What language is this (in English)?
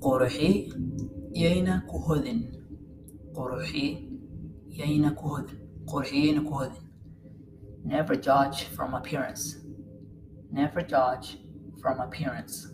English